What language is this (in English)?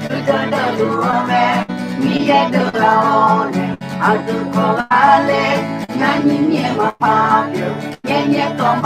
Akha